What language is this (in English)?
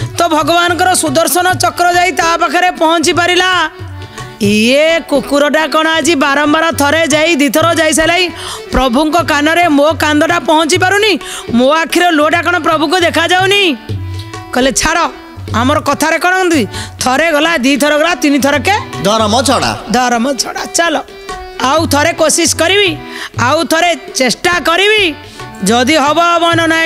Odia